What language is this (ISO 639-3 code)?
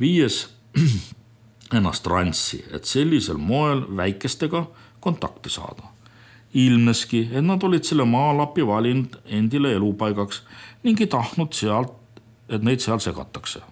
est